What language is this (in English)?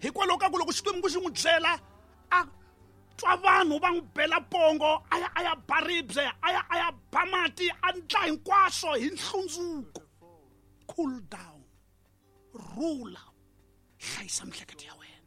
Tsonga